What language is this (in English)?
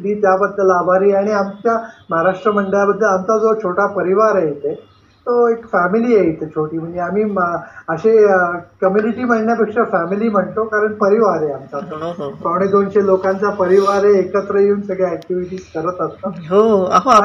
Marathi